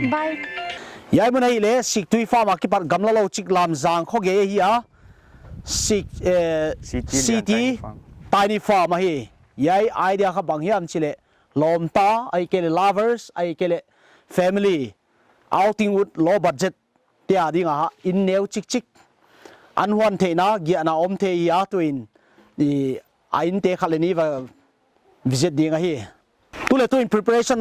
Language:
Paite Chin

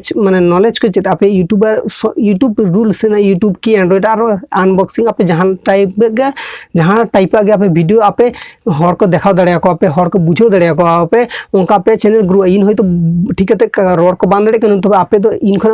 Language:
Santali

